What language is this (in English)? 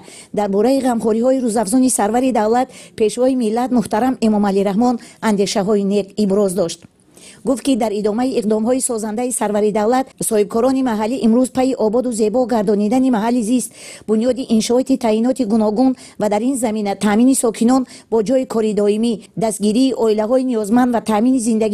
Tajik